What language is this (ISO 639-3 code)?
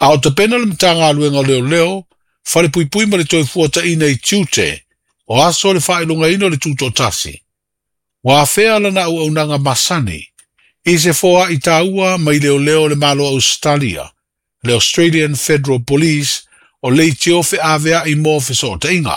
smo